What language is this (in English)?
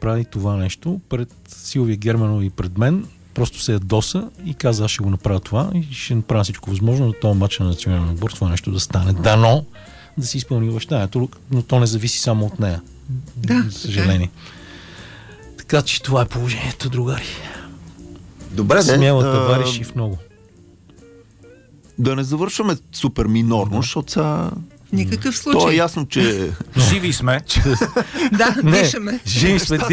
Bulgarian